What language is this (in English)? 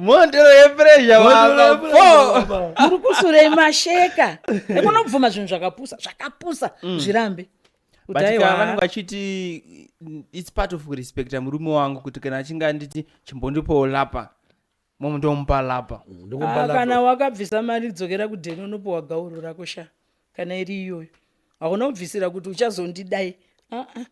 Shona